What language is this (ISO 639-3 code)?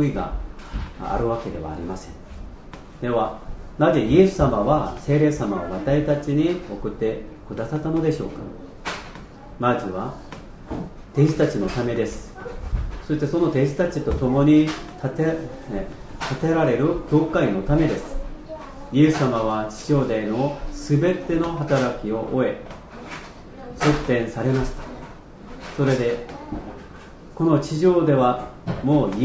jpn